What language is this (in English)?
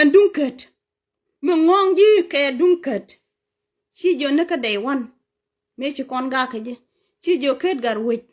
Nuer